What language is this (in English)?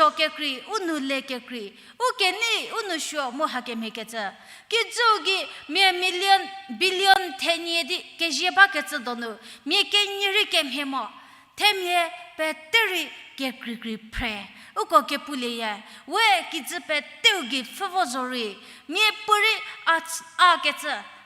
Angami Naga